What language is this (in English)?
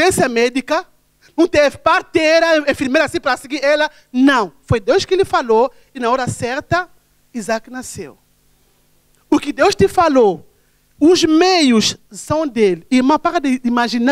Portuguese